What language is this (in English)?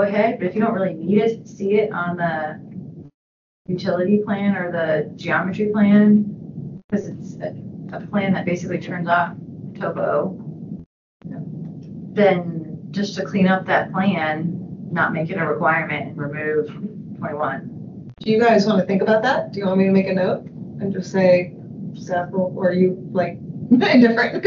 English